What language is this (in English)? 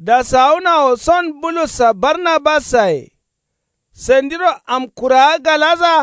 Kanuri